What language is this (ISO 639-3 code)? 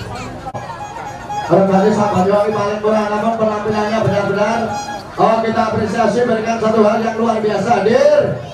ind